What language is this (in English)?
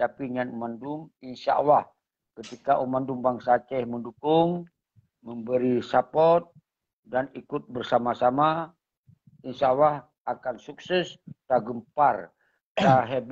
Achinese